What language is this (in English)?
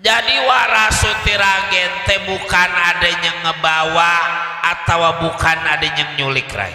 Betawi